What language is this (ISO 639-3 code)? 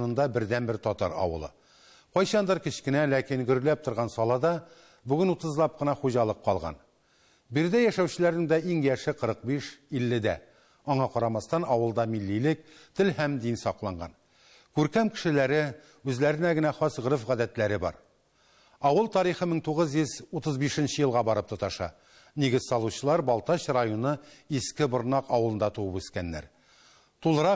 tat